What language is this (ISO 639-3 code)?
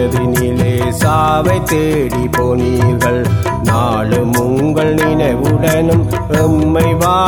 tam